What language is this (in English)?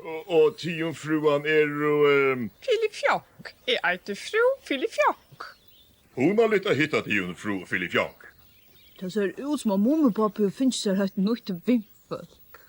Faroese